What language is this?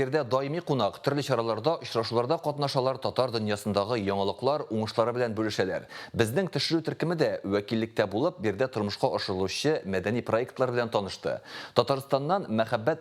Tatar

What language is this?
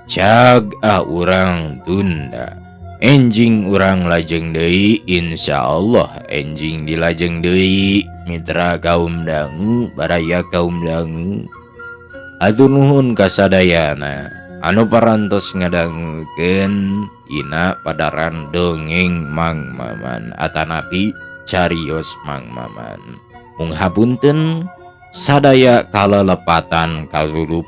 Sundanese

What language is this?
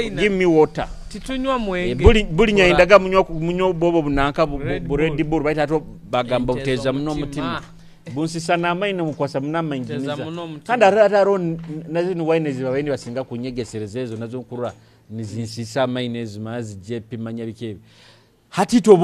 Nyoro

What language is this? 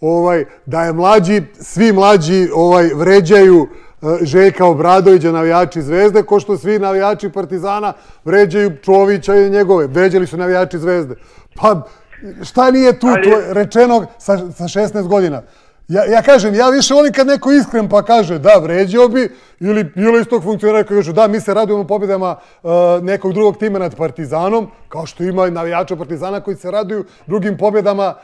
Serbian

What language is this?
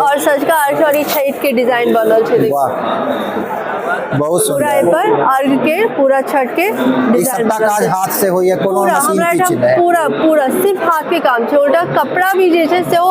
Maithili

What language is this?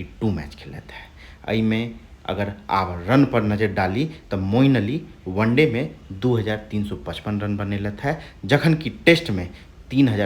Maithili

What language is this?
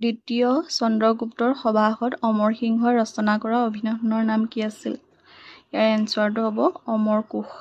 Assamese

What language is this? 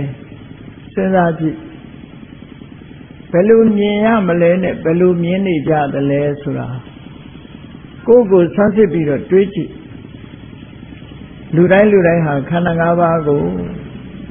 Burmese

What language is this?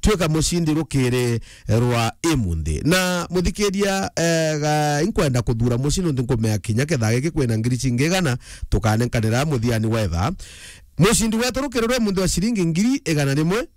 Meru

